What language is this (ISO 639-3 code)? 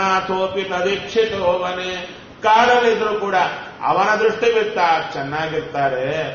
kan